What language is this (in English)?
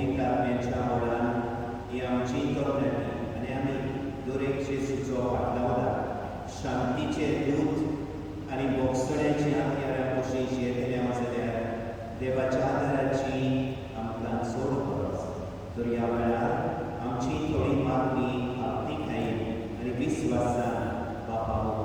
Konkani